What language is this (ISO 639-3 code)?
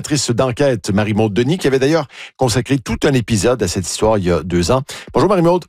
fra